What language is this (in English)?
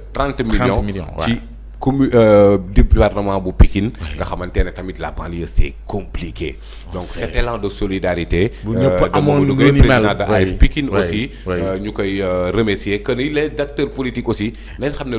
Wolof